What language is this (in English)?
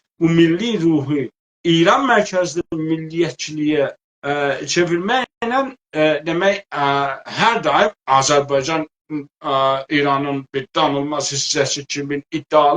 South Azerbaijani